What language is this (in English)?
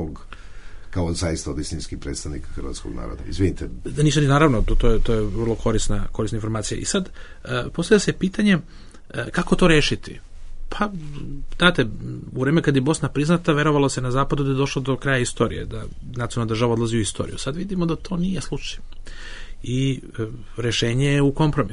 Bosnian